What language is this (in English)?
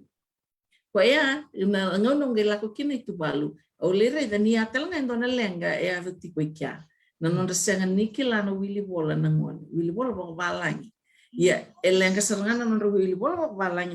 Fijian